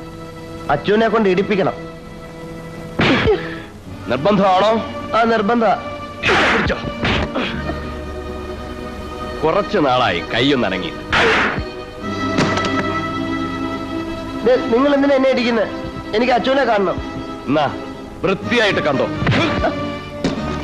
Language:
Malayalam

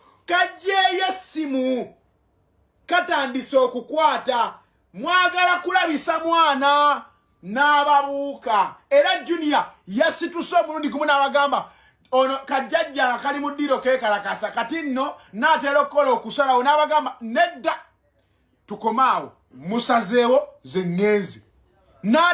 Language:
Ganda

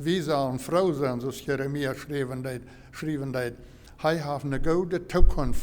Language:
Plautdietsch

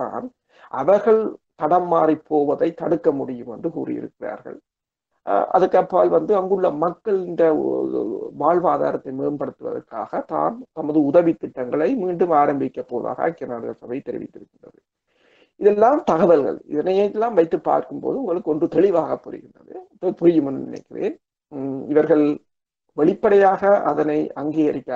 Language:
Tamil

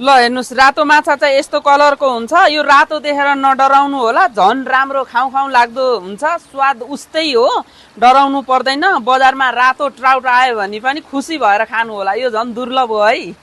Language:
Nepali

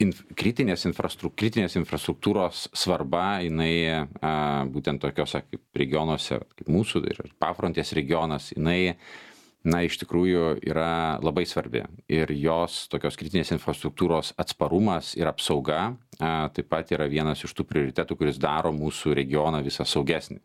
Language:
Lithuanian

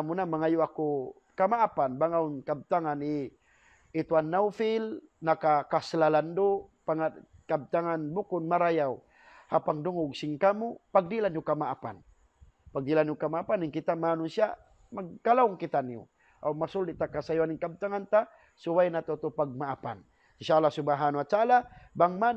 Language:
Tausug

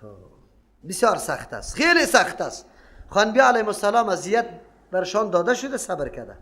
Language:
Persian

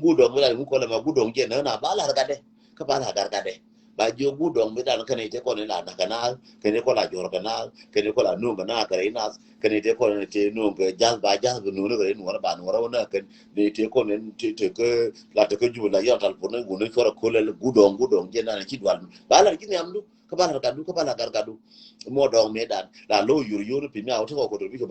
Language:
Nuer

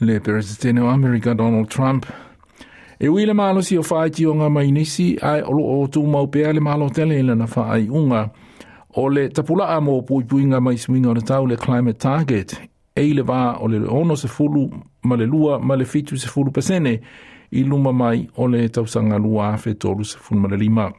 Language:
Samoan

